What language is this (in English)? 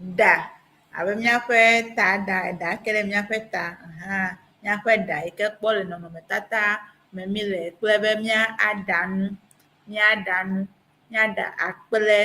Ewe